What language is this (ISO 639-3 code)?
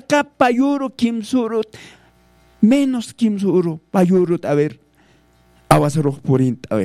aym